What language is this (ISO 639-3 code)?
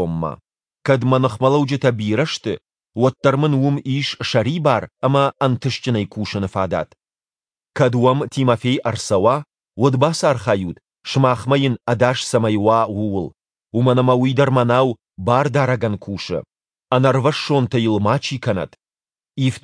oss